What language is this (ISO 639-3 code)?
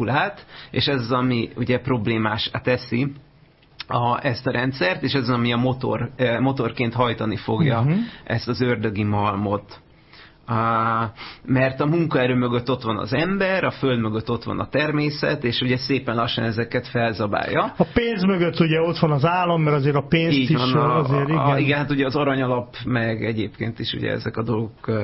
hun